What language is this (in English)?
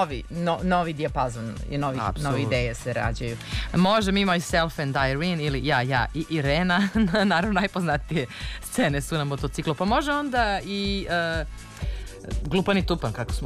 Serbian